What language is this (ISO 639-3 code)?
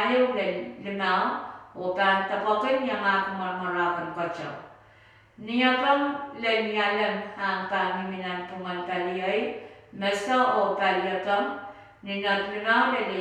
pon